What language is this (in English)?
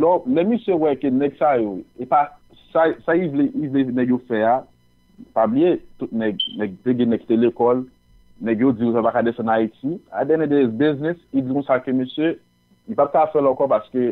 Haitian Creole